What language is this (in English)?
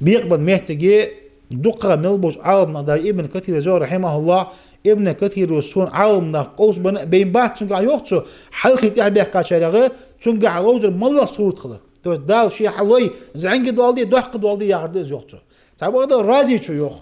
Ingush